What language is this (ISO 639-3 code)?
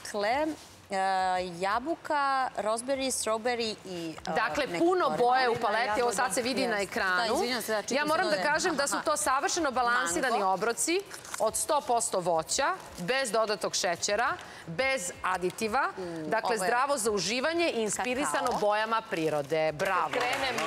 srp